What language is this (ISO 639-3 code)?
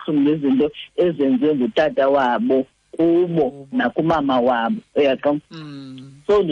xho